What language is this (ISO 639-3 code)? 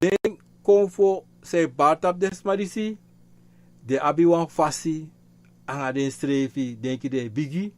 srn